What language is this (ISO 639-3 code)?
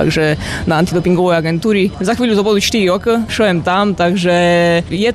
slk